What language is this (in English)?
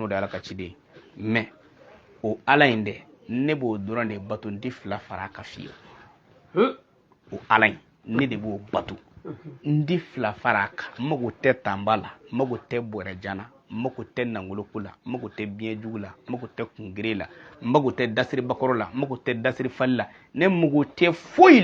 Bambara